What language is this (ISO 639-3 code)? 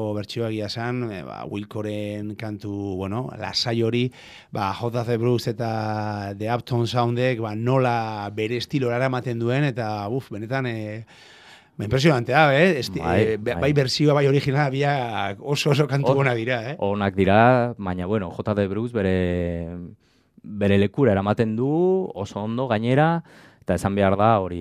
eus